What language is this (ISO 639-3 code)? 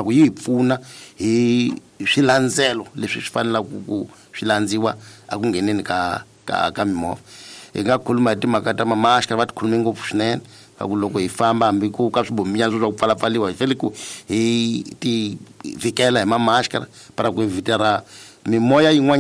tso